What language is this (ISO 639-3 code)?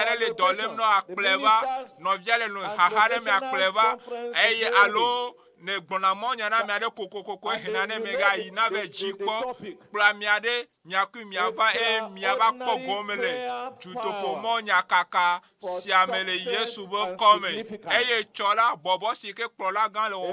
ewe